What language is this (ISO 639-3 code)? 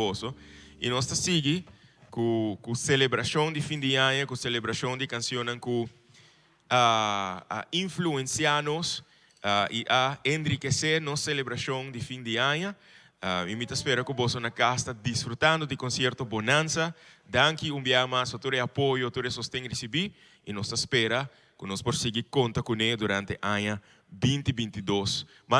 pap